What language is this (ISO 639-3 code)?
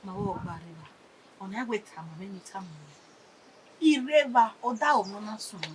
bin